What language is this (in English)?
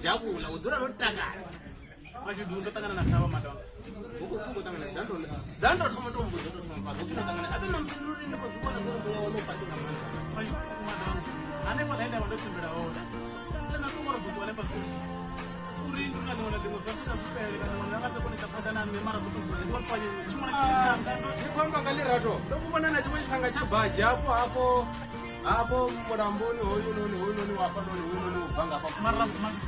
Venda